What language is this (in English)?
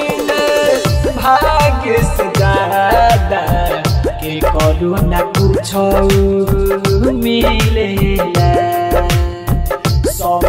Bhojpuri